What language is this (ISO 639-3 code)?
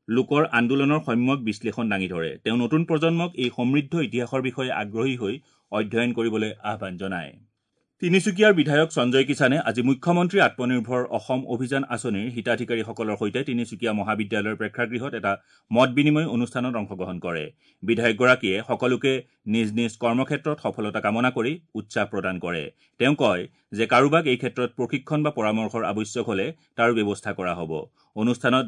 asm